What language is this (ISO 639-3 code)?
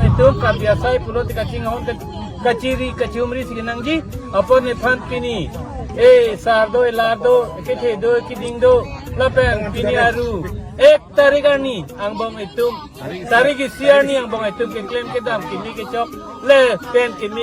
mjw